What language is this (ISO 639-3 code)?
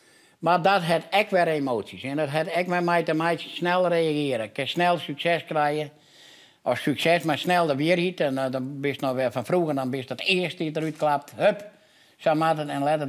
fry